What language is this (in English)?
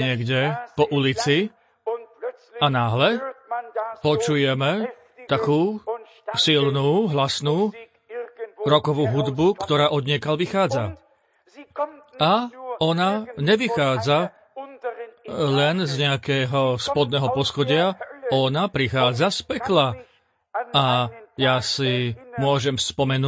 Slovak